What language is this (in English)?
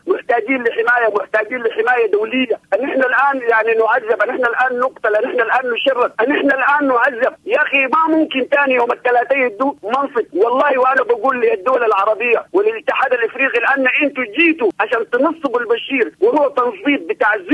Sudanese Arabic